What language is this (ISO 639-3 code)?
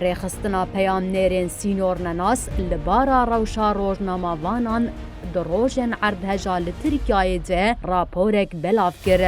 kur